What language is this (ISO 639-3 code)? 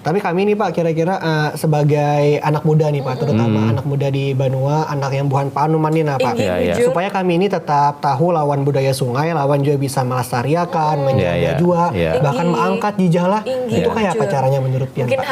bjn